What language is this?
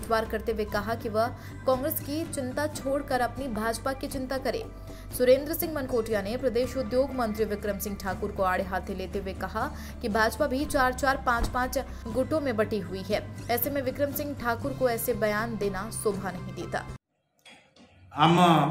Hindi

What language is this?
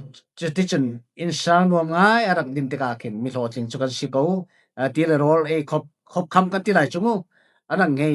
Falam Chin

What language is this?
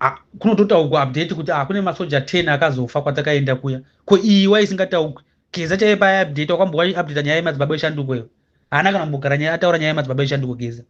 Shona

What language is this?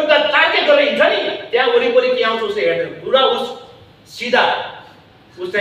Nepali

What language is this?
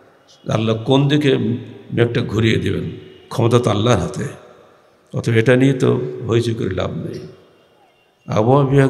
Bangla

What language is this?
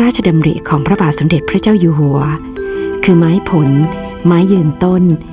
Thai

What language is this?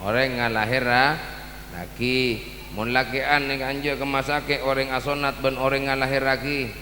Madurese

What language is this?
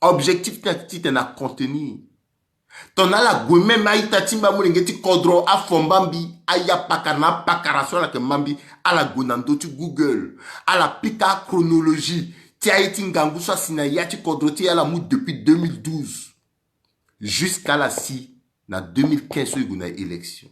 Sango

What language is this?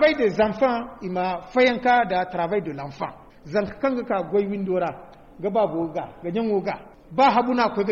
Zarma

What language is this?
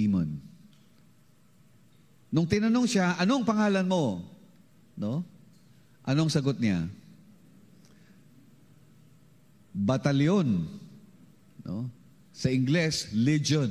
Filipino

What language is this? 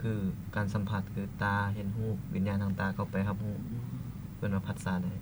Lao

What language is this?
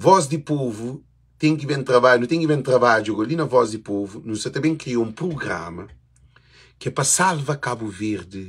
Kabuverdianu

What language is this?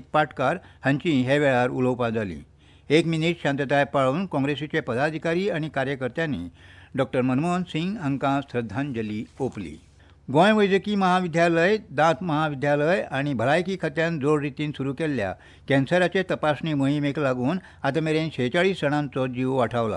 Konkani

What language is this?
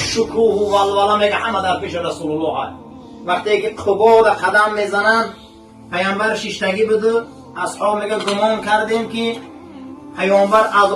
Tajik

